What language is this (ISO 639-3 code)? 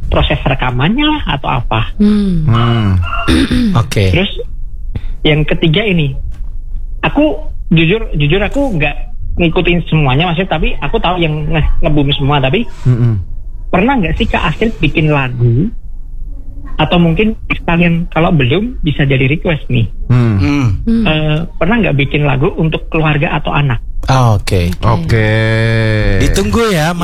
ind